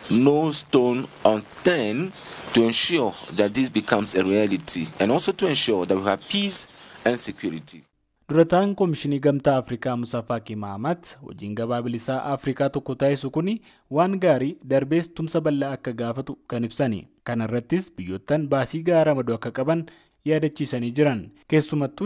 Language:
Oromo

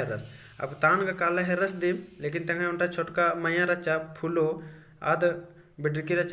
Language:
Kurukh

